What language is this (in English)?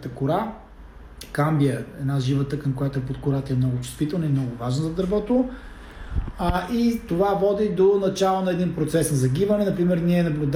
Bulgarian